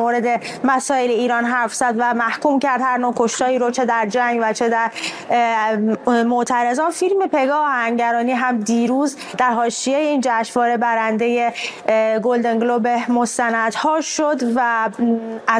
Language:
Persian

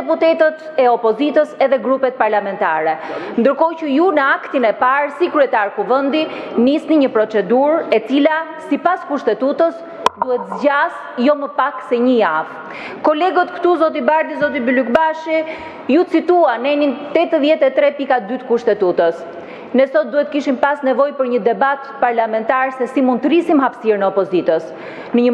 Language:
Albanian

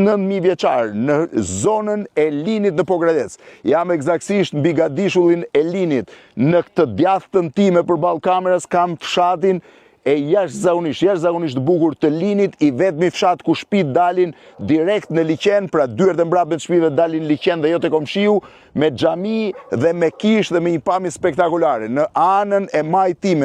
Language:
Albanian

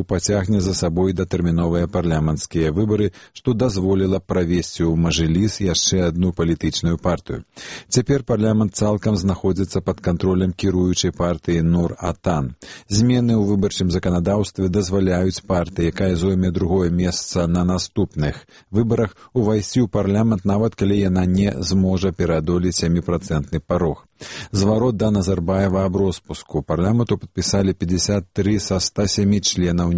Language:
Belarusian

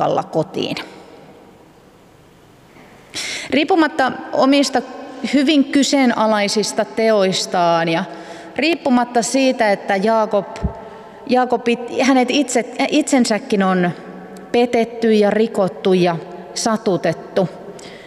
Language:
Finnish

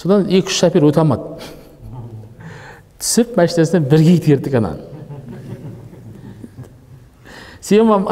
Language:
Kazakh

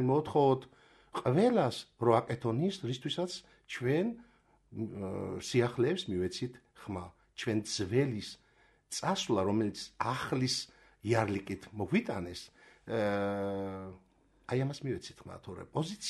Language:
Georgian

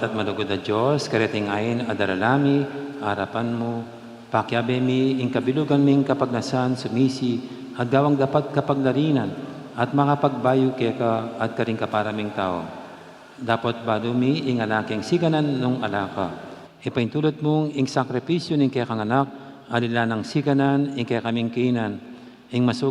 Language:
Pampanga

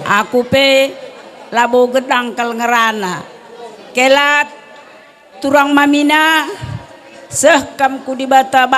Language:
Batak Karo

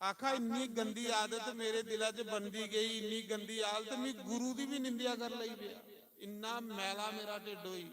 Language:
Dogri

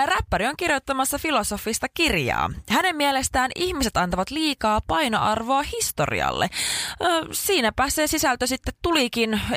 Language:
Finnish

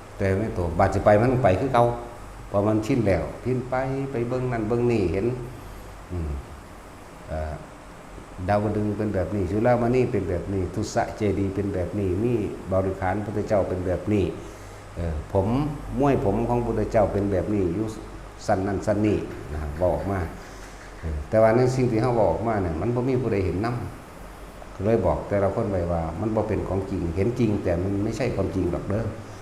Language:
Northeastern Thai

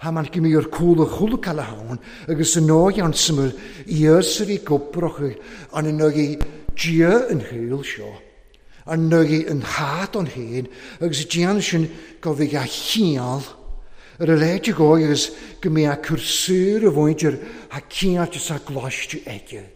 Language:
Welsh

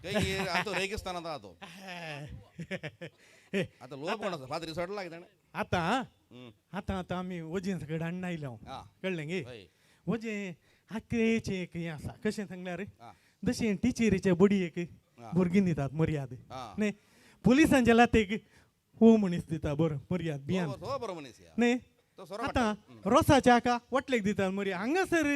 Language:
Konkani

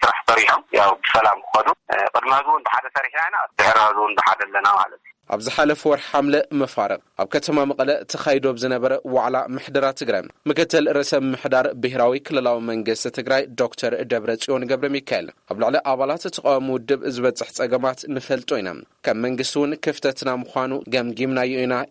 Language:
Tigrinya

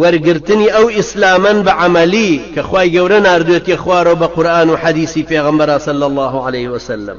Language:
Central Kurdish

